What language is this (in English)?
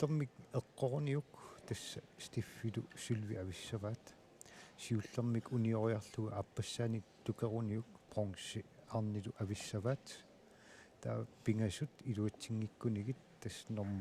Kalaallisut